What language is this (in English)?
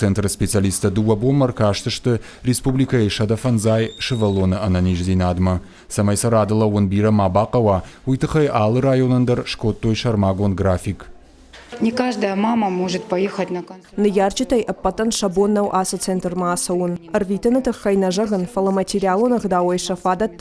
Ossetic